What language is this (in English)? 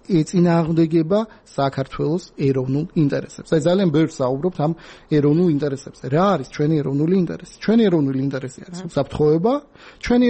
Georgian